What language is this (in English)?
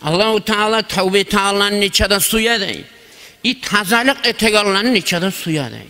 Kumyk